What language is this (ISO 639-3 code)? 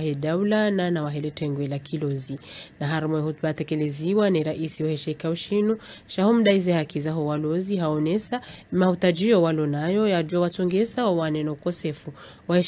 swa